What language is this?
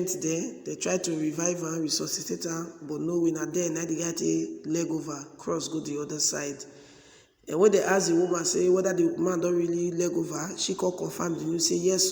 Nigerian Pidgin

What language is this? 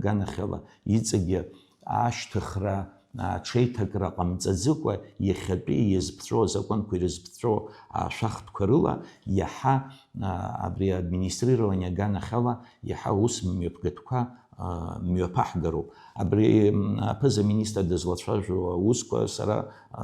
Abkhazian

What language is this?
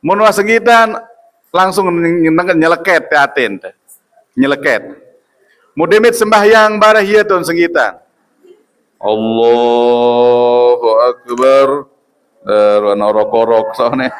Sasak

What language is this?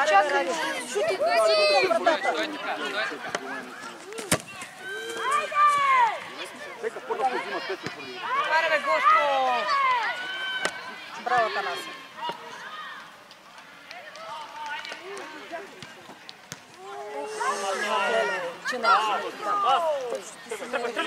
Bulgarian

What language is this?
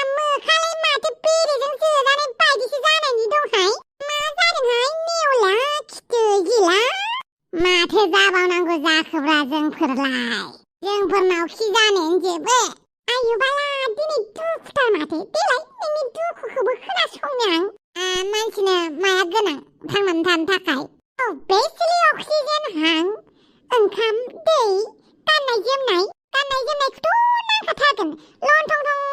Bodo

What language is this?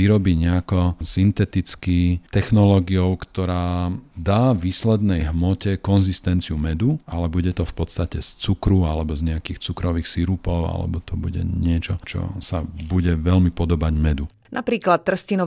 Slovak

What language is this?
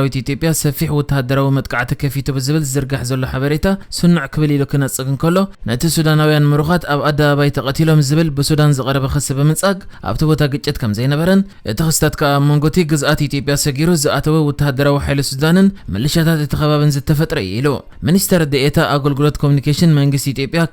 Tigrinya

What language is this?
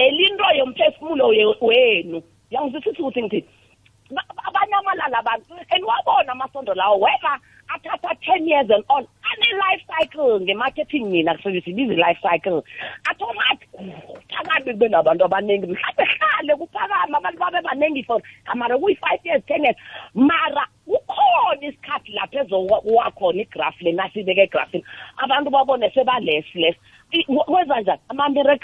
South Ndebele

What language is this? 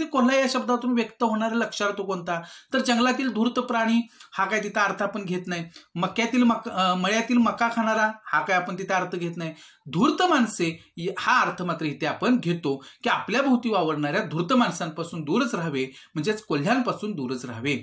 Marathi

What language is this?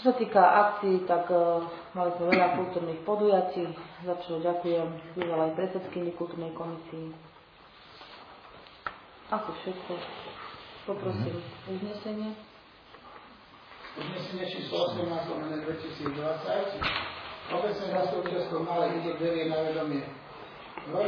Slovak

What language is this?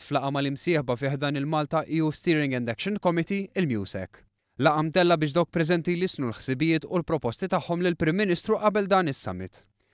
Maltese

